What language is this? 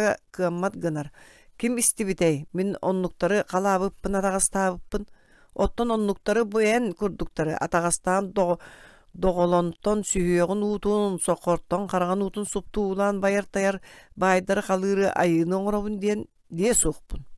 Yakut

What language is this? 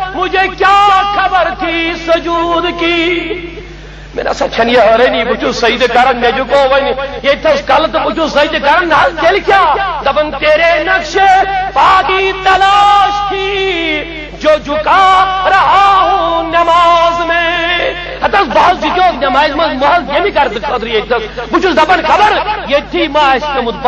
Kashmiri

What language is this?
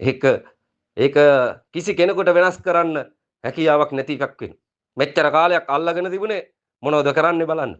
Sinhala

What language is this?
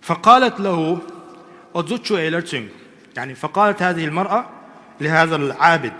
Chechen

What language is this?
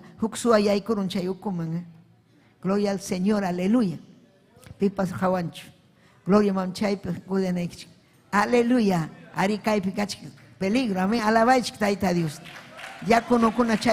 Ayacucho Quechua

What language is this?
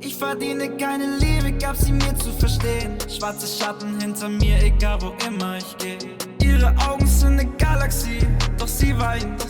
Swiss German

